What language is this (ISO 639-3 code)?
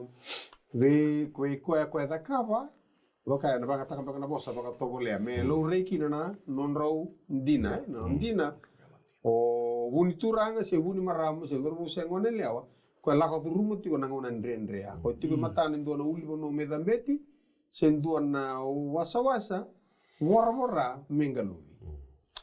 fij